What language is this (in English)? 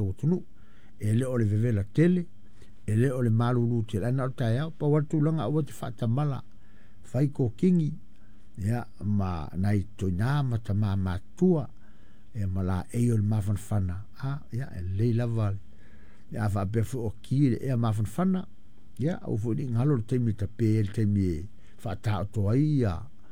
Samoan